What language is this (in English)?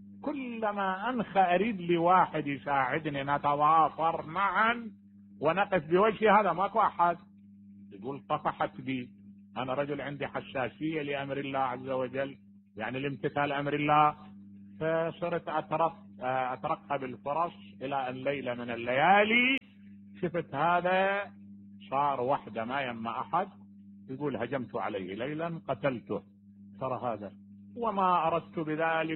Mesopotamian Arabic